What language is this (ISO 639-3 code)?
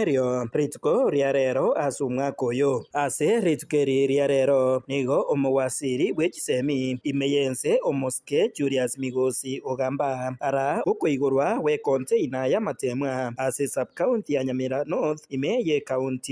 guz